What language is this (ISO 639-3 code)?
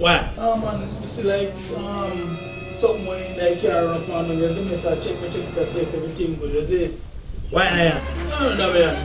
jam